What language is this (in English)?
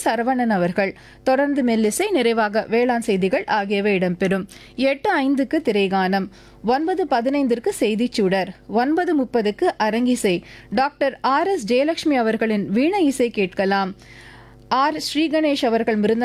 Tamil